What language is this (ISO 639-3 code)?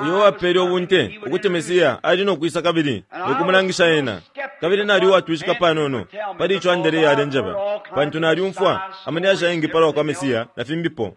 bem